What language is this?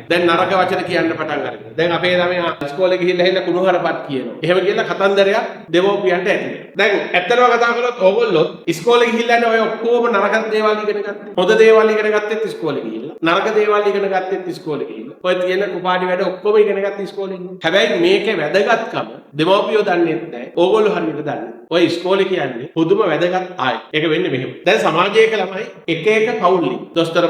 Sinhala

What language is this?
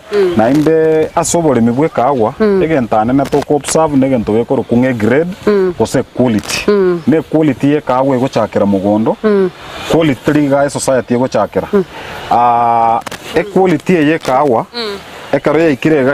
Gusii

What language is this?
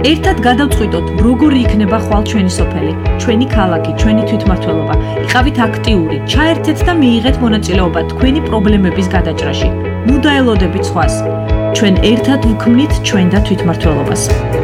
Georgian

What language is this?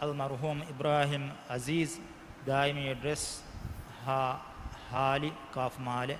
Divehi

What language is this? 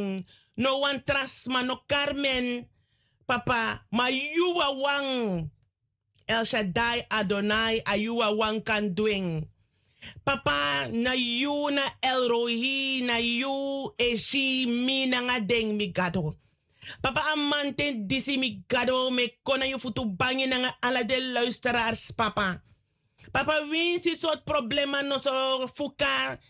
Sranan Tongo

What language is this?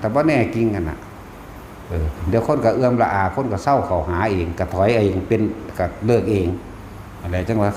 Northeastern Thai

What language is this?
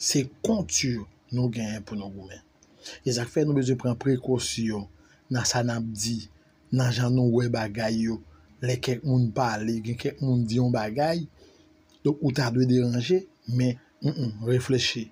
Haitian Creole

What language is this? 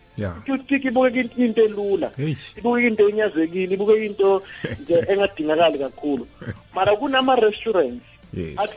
South Ndebele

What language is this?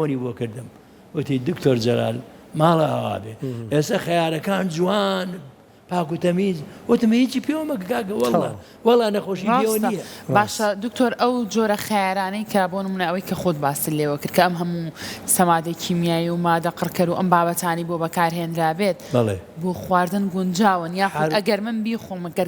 Central Kurdish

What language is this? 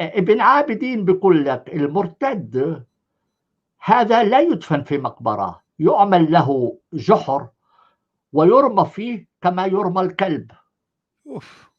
North Levantine Arabic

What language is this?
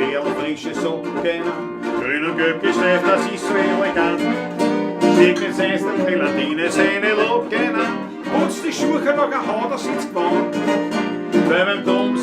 Bavarian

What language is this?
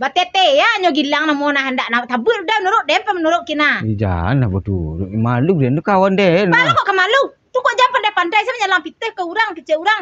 Minangkabau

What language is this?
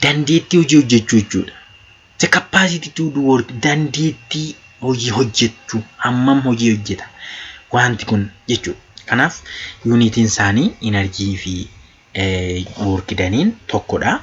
Oromo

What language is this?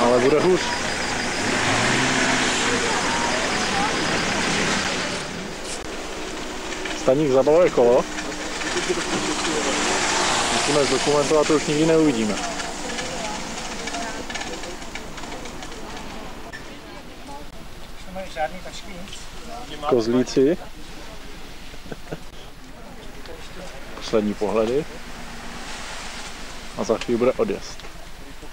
Czech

